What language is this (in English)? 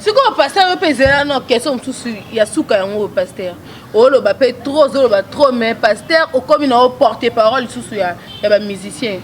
Lingala